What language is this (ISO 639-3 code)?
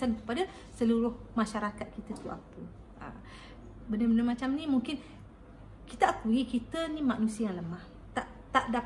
msa